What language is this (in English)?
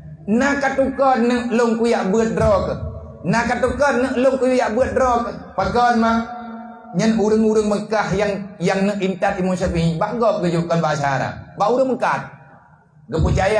Achinese